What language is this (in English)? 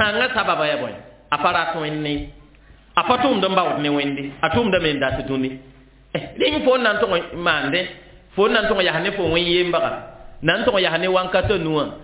Mossi